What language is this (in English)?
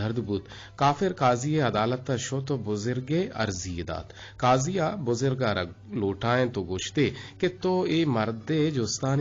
Eastern Balochi